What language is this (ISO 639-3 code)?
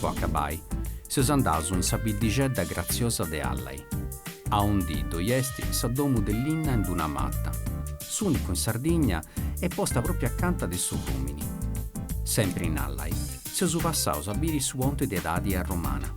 srd